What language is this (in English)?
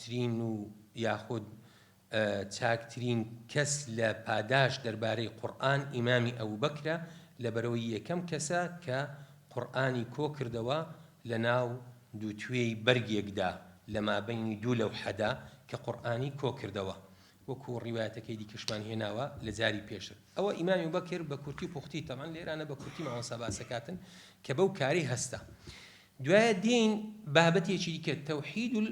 Central Kurdish